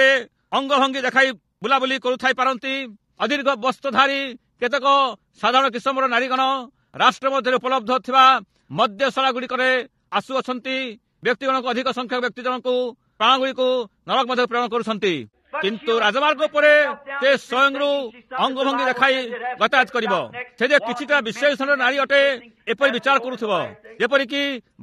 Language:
Odia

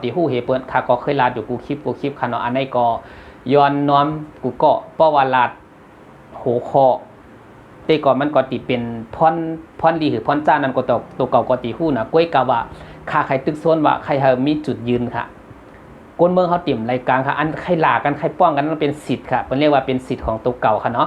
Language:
Shan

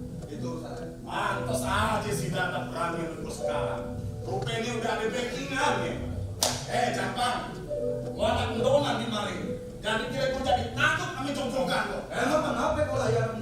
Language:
Betawi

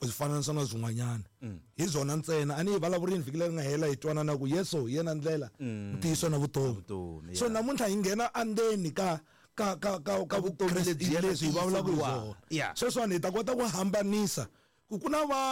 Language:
Tsonga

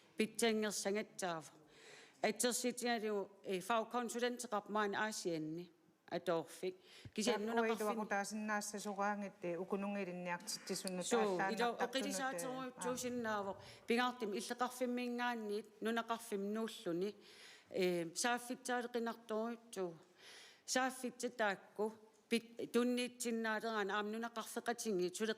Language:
Kalaallisut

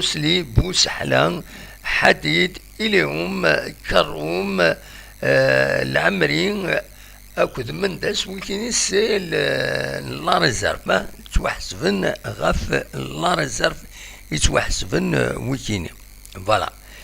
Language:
Kabyle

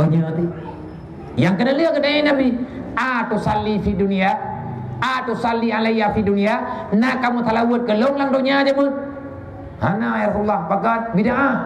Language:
Achinese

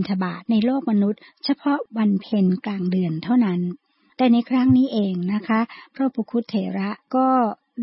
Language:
Thai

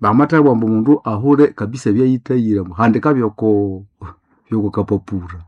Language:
Nande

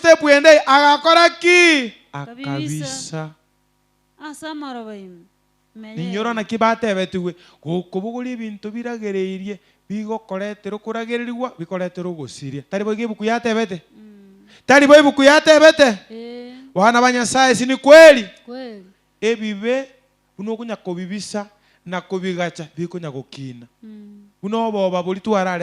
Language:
Gusii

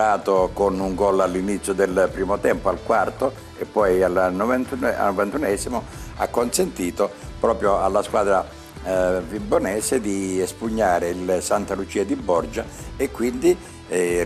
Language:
Italian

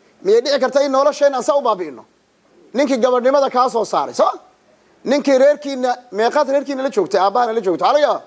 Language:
Somali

